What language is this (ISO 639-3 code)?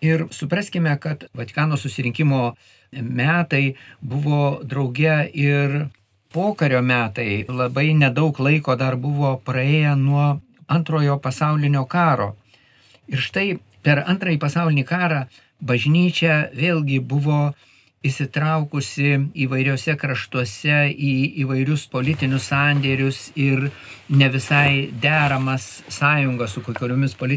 lit